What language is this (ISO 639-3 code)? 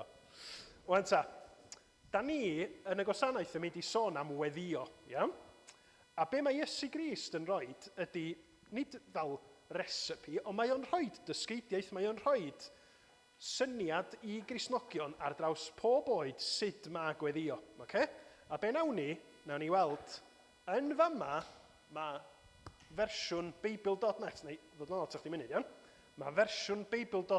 cym